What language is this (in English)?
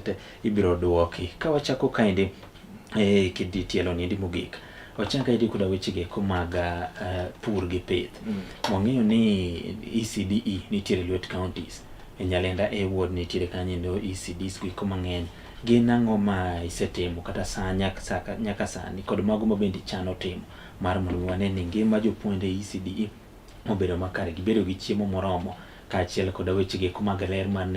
Luo (Kenya and Tanzania)